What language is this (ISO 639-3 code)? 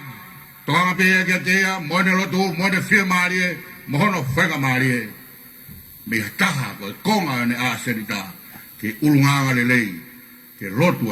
ton